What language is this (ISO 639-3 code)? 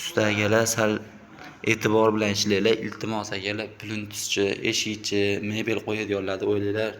uzb